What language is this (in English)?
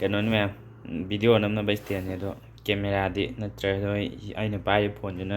Manipuri